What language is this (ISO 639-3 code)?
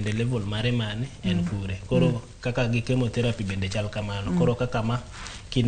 luo